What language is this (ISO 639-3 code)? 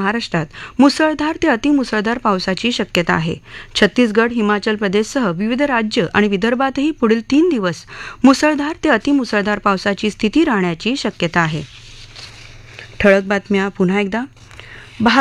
mar